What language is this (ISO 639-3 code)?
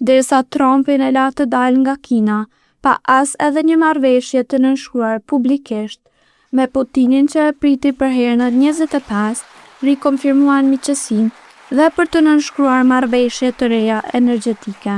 sqi